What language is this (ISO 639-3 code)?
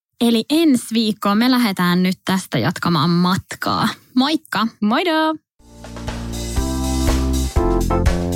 fin